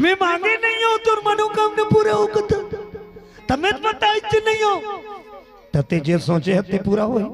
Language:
Chhattisgarhi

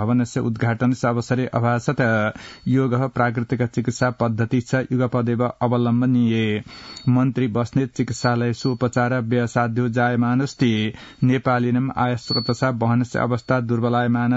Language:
Sanskrit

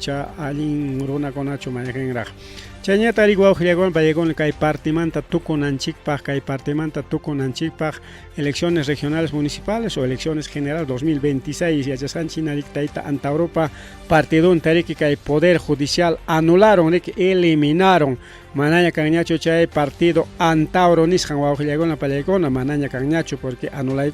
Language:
Ayacucho Quechua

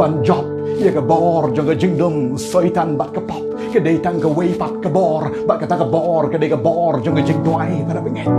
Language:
Khasi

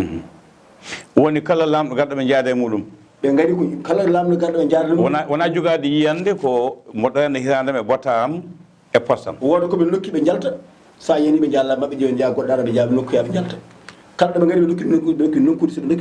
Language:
Fula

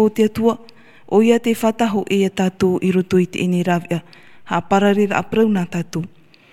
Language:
Tahitian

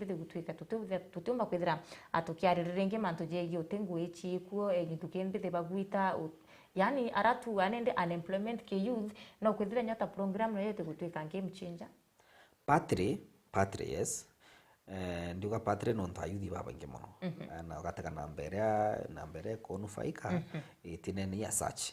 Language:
Meru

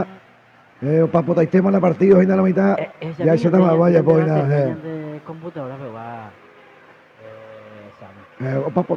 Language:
Guarani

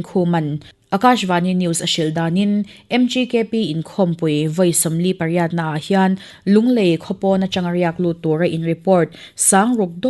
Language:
Mizo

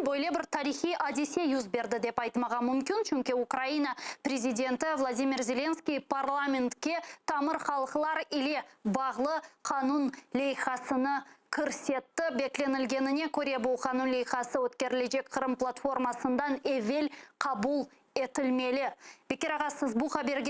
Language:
Crimean Tatar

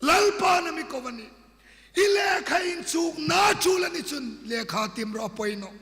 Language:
Hmar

